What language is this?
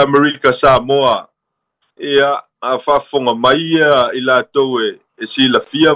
Samoan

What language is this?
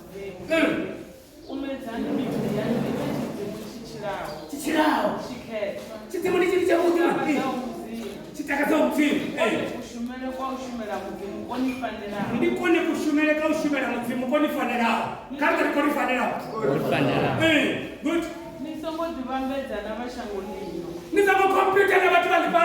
Venda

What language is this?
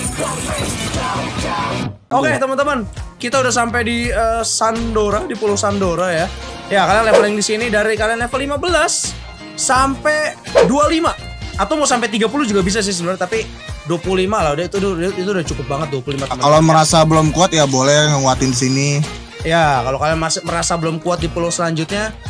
Indonesian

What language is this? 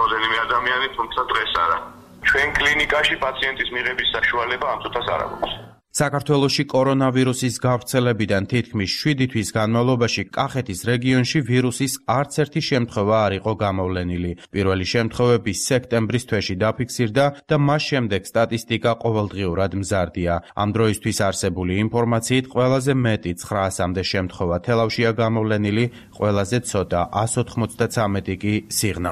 Georgian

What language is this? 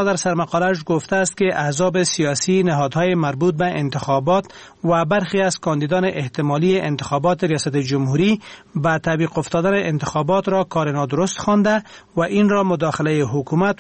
Persian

